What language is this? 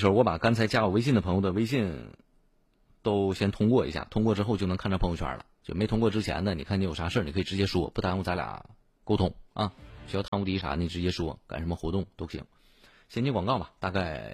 Chinese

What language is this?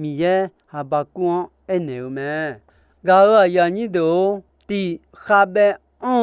Akha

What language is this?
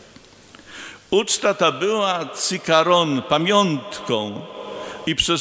Polish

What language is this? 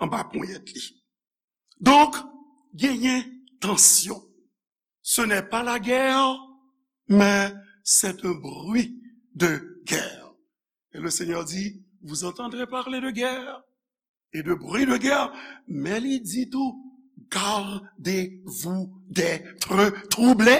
Haitian Creole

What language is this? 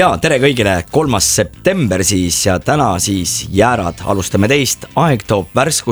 Estonian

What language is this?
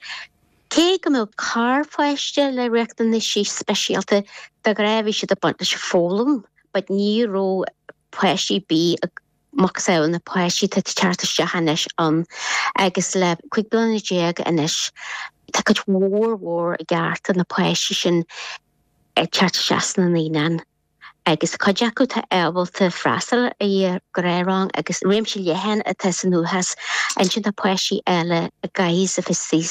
Irish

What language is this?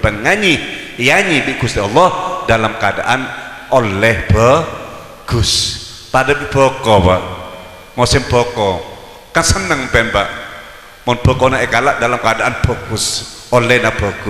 Madurese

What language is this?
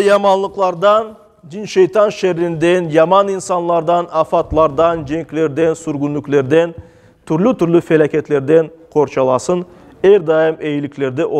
Crimean Tatar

